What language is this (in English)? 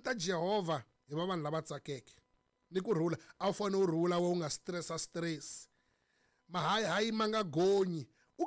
Tsonga